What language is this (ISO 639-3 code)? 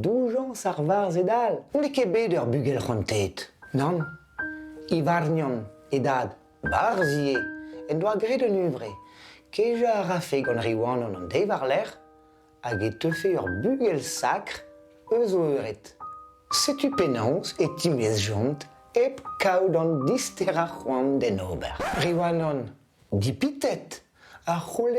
bre